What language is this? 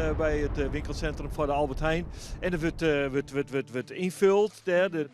Western Frisian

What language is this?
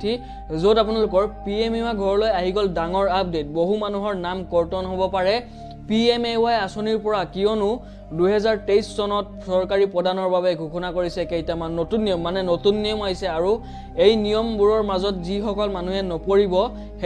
Assamese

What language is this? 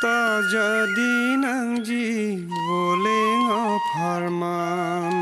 Karbi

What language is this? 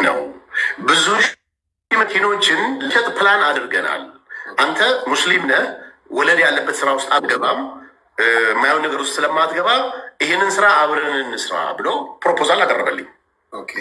Amharic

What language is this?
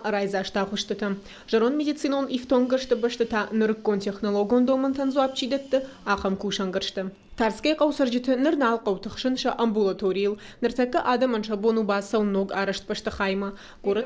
Ossetic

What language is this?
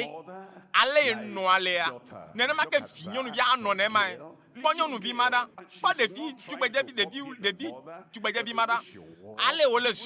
Ewe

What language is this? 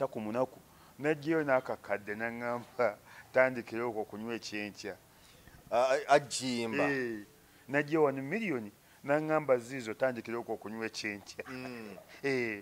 Ganda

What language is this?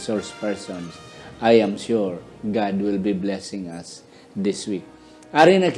Hiligaynon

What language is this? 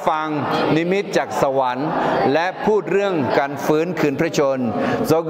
Akha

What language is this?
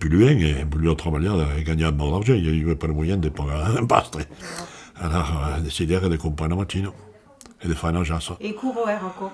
Occitan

